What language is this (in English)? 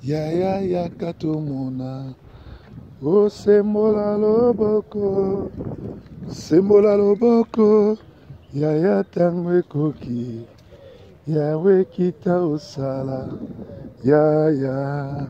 Lingala